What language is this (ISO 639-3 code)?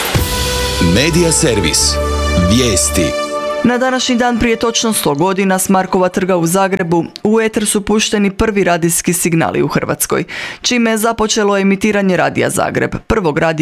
hrv